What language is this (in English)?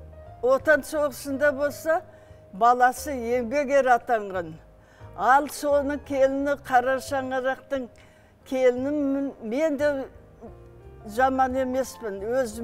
Kazakh